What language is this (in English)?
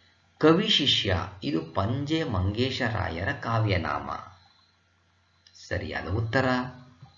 Kannada